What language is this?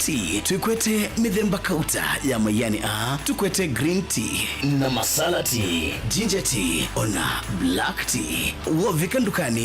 Kamba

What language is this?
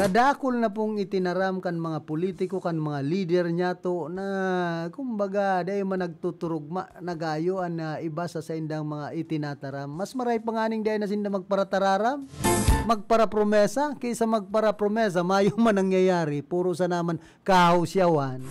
Bikol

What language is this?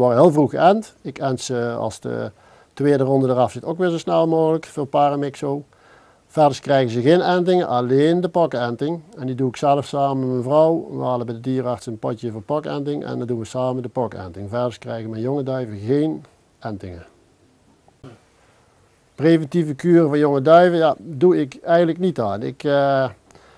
Dutch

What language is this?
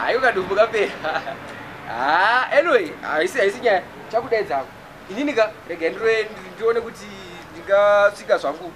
Shona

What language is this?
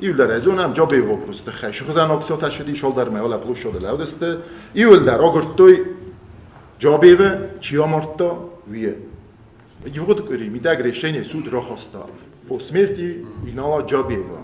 Ossetic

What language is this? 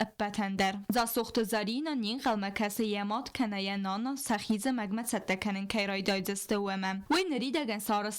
Ossetic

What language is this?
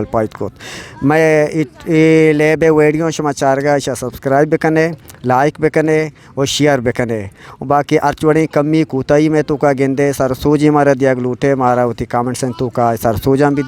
Eastern Balochi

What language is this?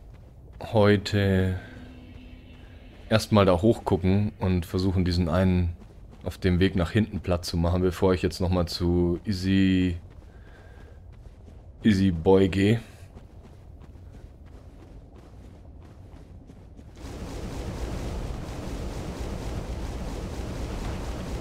German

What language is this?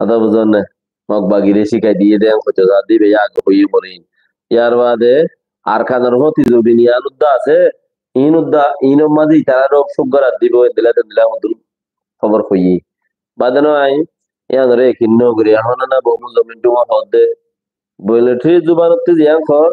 Rohingya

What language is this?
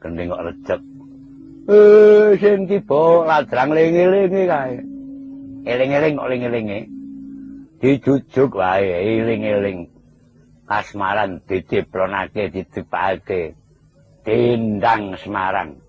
Javanese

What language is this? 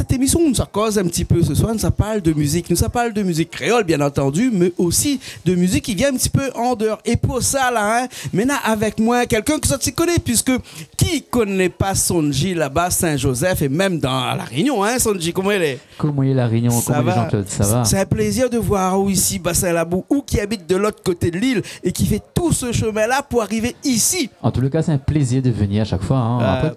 Réunion Creole French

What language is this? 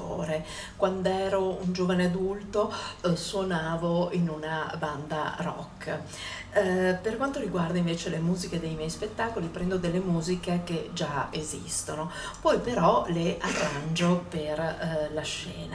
Italian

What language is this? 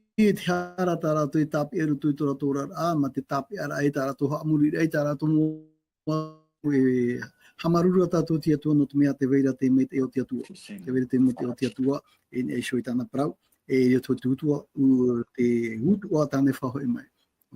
Tahitian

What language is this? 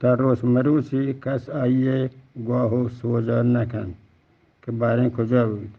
Eastern Balochi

